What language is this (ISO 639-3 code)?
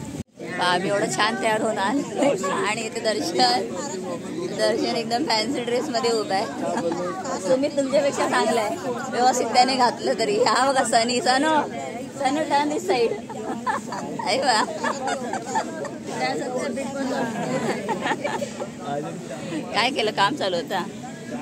mar